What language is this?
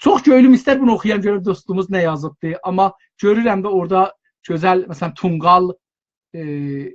South Azerbaijani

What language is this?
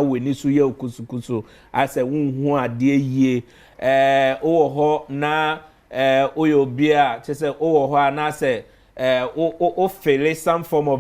Akan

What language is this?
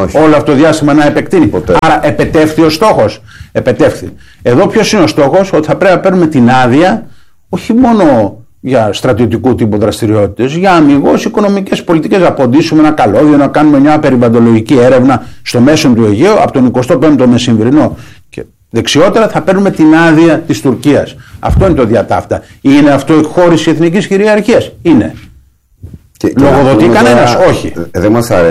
Greek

